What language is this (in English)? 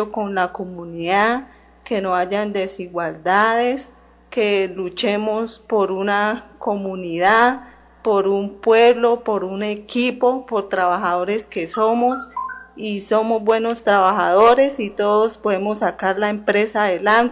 Spanish